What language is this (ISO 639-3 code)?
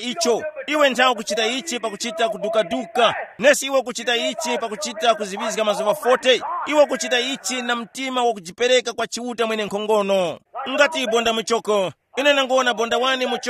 tum